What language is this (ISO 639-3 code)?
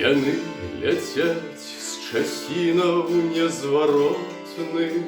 bel